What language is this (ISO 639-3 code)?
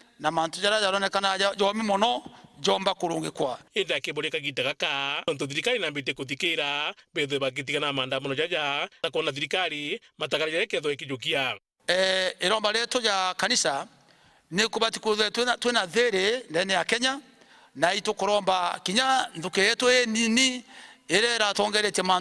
mer